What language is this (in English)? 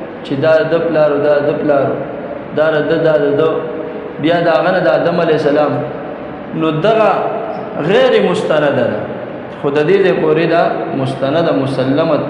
Pashto